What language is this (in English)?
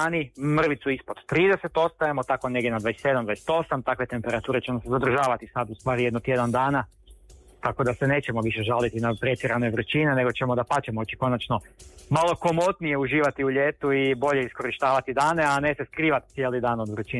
Croatian